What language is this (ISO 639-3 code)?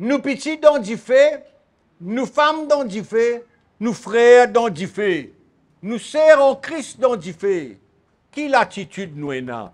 mfe